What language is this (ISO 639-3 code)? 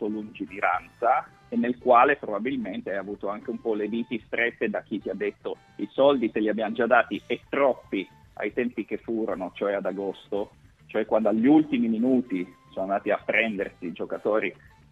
ita